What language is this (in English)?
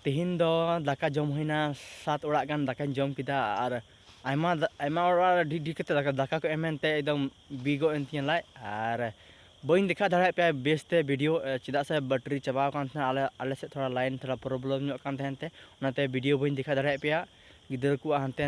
Santali